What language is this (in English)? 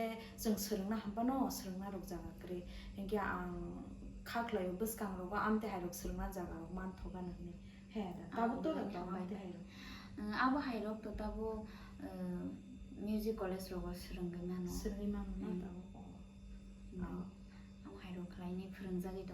Kok Borok